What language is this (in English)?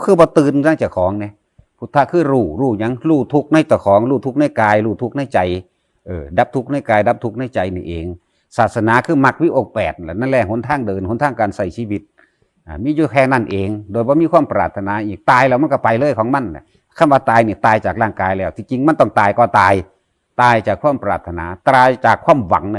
Northeastern Thai